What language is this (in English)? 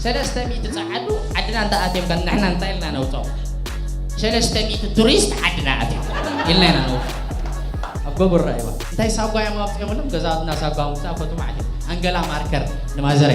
Tigrinya